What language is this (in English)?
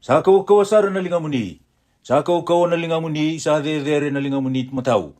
Fijian